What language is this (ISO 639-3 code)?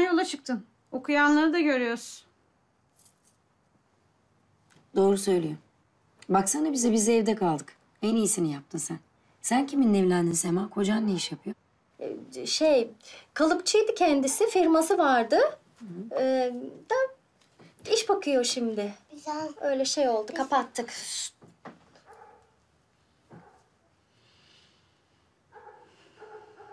tur